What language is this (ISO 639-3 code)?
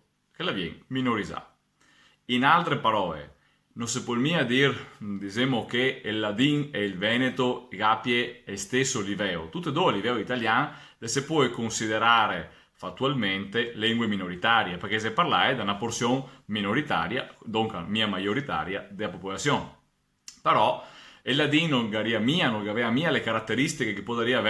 vec